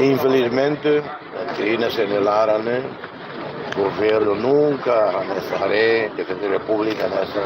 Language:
Tetum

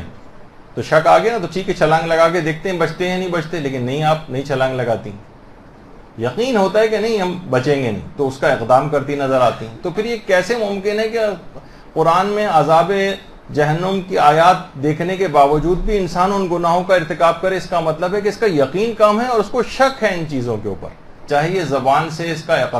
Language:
Urdu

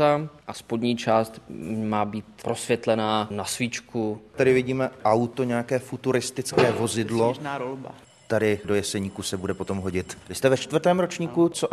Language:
Czech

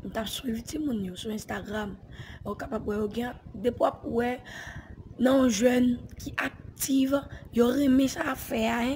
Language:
Haitian Creole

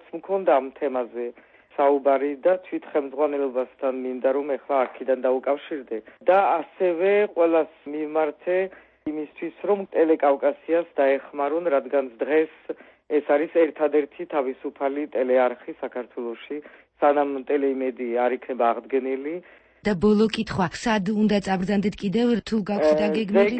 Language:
Georgian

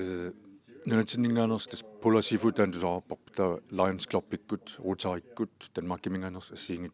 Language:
Kalaallisut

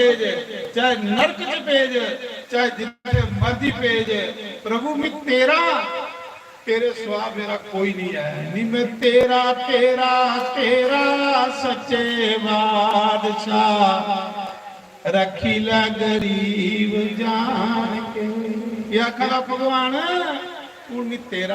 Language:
Dogri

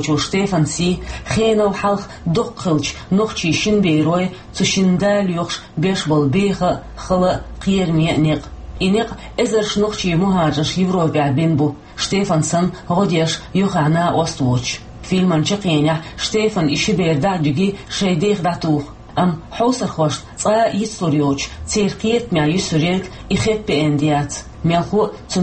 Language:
Chechen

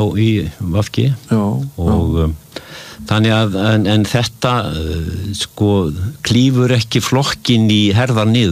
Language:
Icelandic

